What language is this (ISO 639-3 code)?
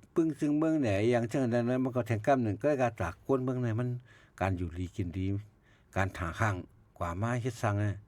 shn